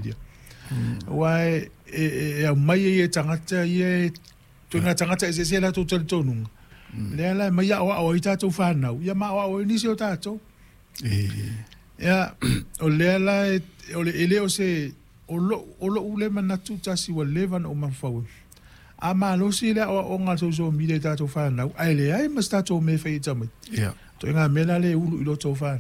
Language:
Samoan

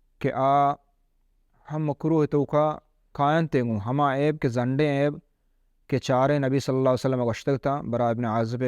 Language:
Baluchi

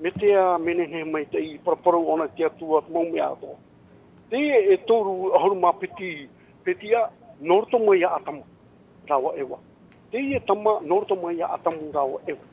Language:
Tahitian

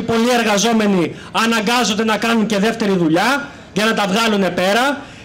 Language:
Greek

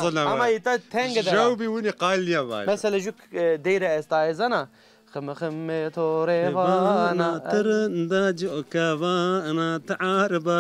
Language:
Zaza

